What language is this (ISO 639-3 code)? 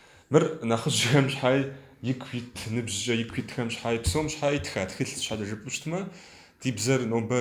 kbd